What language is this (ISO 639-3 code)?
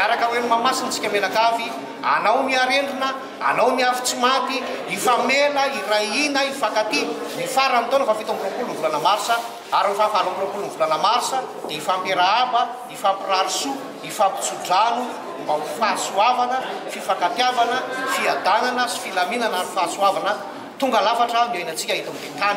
mlg